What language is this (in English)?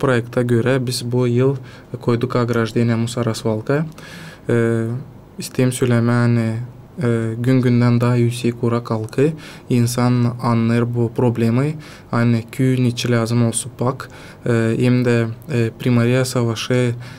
Gagauz